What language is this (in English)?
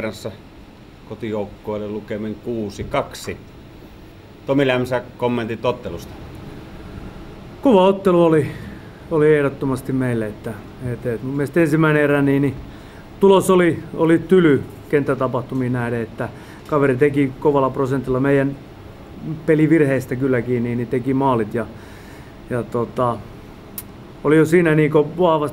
Finnish